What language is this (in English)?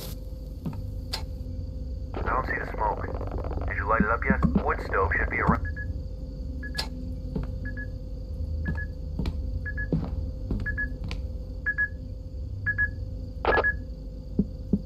English